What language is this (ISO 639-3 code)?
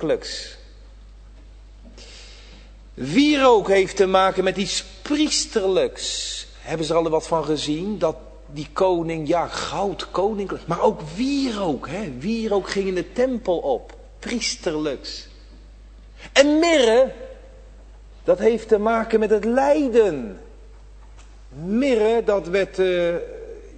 nld